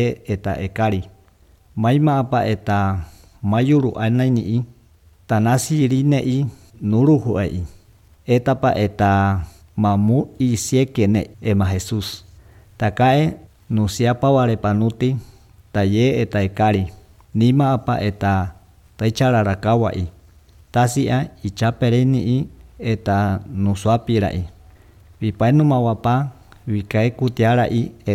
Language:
Basque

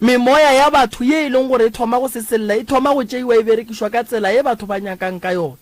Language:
Northern Sotho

